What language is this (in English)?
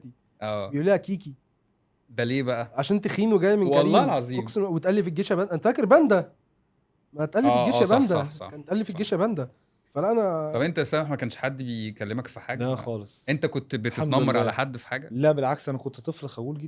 Egyptian Arabic